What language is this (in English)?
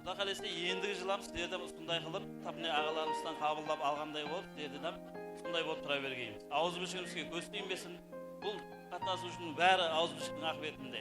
Kara-Kalpak